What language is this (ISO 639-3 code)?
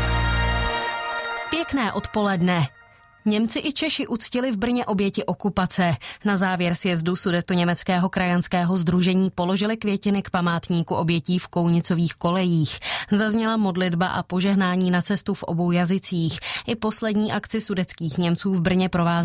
ces